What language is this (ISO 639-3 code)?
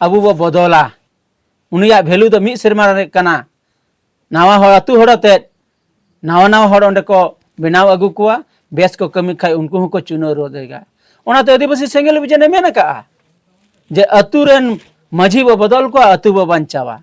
sat